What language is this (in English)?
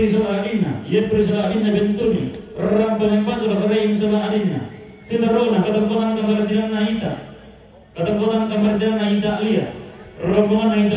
Toraja-Sa'dan